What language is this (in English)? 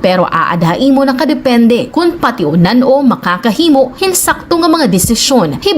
Waray